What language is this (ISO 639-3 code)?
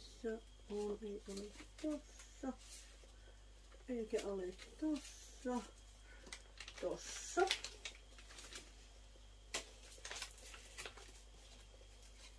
fin